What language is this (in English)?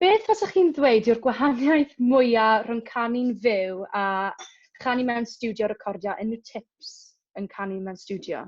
Welsh